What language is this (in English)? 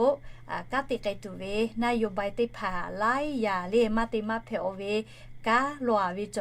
Lahu